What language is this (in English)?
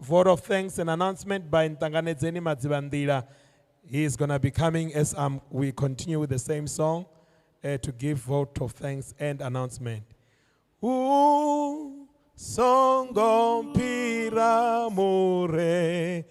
Venda